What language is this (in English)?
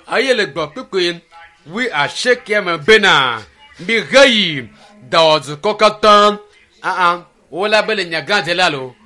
Ewe